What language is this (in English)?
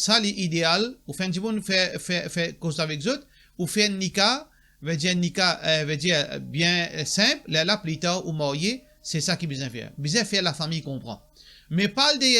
Morisyen